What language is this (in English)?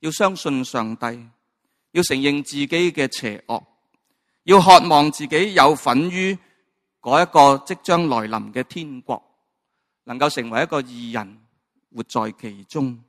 Cantonese